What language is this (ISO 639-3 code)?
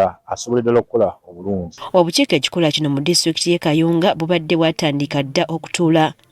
lug